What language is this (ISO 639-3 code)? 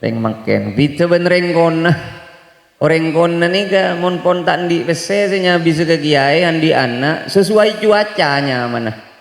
mad